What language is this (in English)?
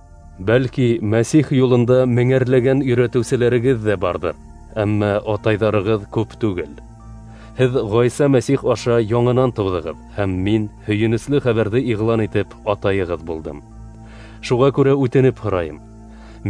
Bashkir